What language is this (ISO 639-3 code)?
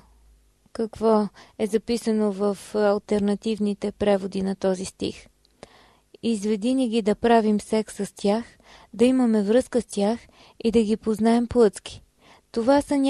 bul